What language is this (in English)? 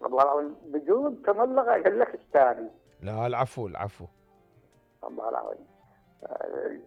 Mesopotamian Arabic